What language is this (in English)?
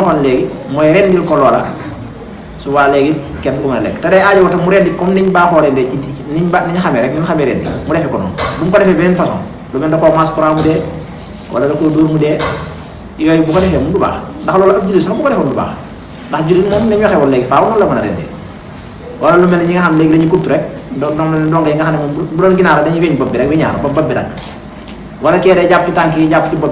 Wolof